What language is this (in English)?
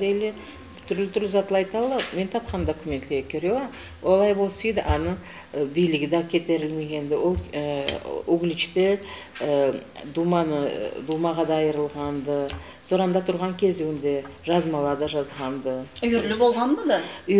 Karachay-Balkar